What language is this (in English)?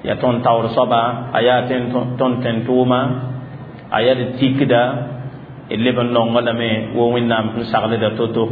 Mossi